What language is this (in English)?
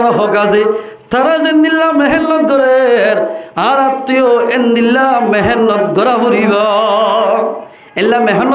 Rohingya